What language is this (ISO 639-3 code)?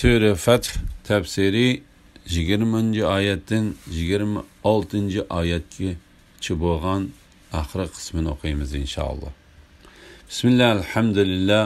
uig